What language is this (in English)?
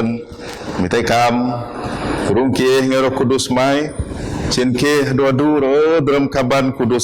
Biatah Bidayuh